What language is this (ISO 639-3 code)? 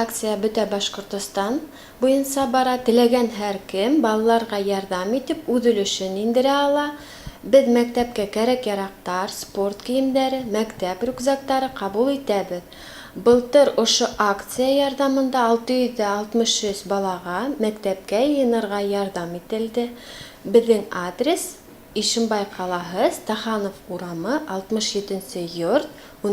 bak